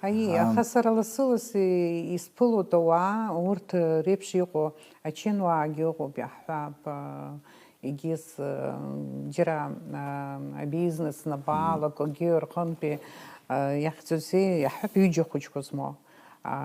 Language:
Abkhazian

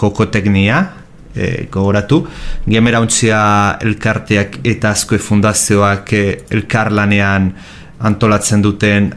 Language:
Basque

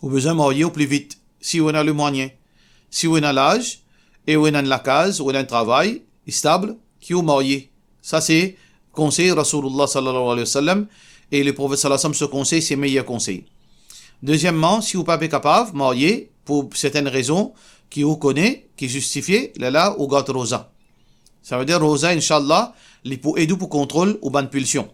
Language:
Morisyen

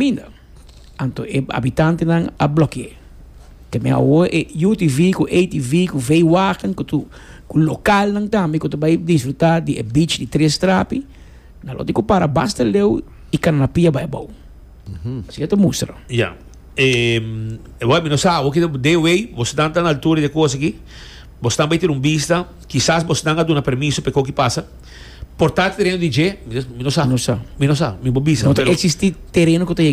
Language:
Papiamento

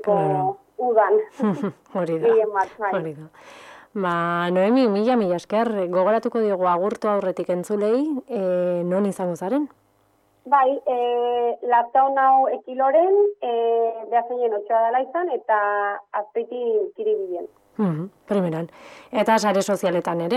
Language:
Basque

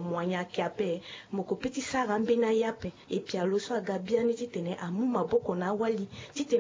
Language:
Sango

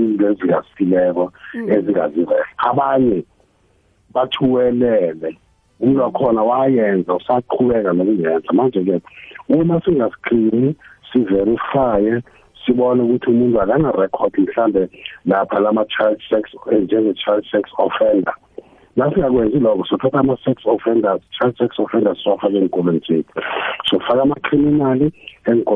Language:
South Ndebele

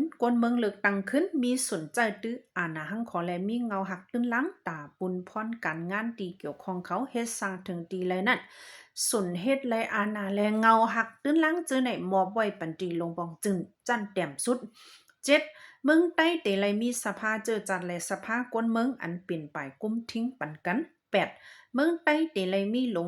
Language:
Shan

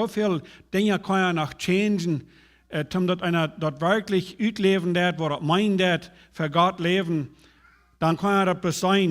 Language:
Plautdietsch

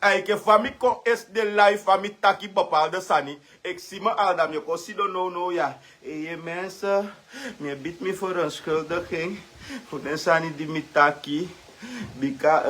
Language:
Sranan Tongo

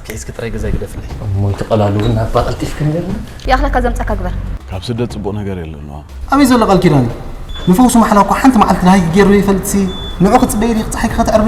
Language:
Tigrinya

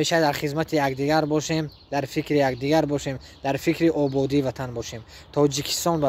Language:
Tajik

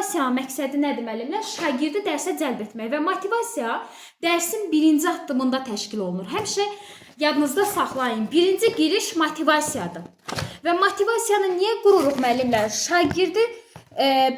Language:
Azerbaijani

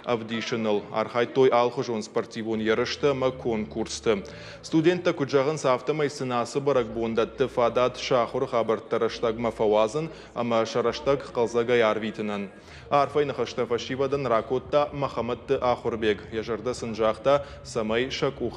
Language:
Ossetic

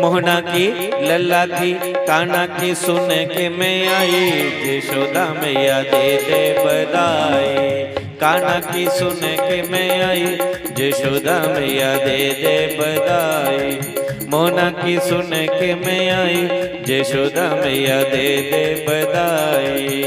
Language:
Dogri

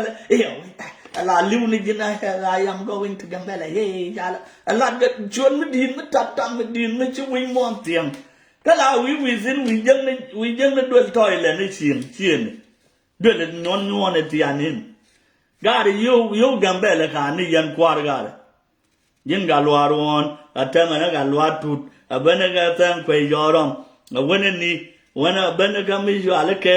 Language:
Nuer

